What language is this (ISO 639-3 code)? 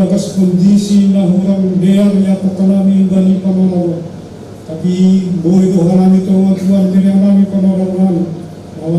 bts